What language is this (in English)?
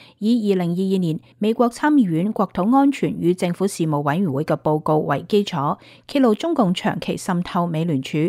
Cantonese